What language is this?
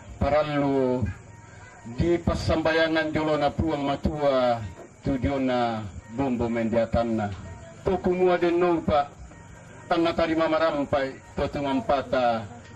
Toraja-Sa'dan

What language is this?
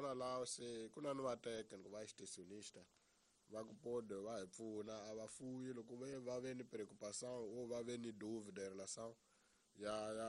Tsonga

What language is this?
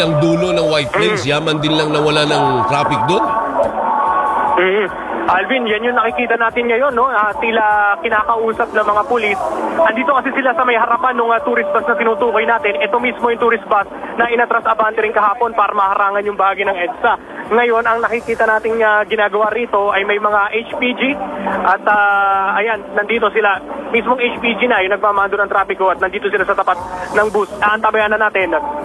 Filipino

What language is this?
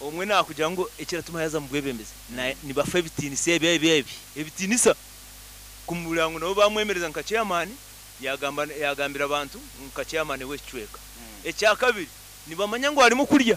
Nyoro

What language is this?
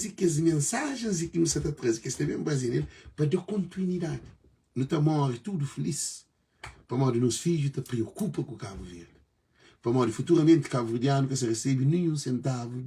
Kabuverdianu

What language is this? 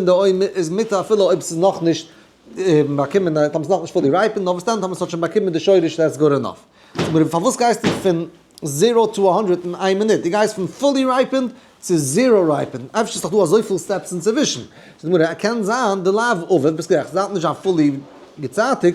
Yiddish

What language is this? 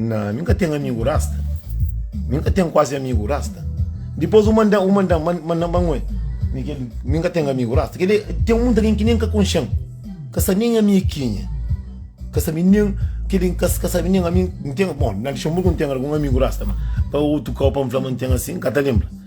Kabuverdianu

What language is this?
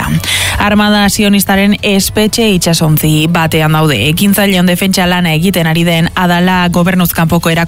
Basque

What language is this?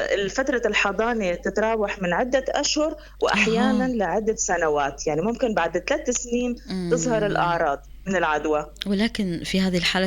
North Levantine Arabic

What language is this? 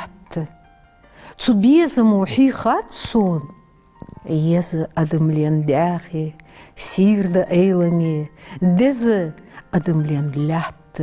Ingush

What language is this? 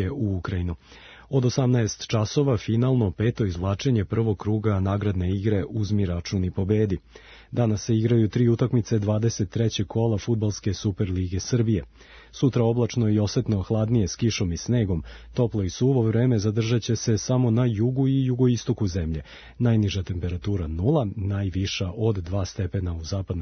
Serbian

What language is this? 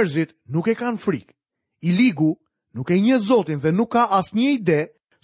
Albanian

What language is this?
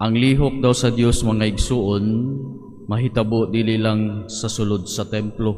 Cebuano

